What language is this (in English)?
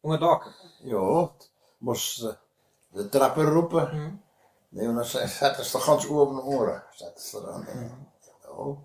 Westphalien